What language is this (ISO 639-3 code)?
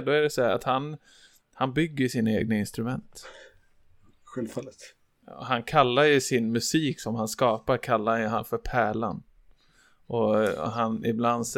swe